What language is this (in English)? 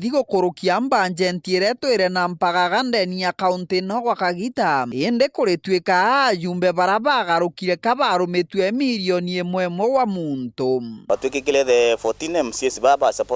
Meru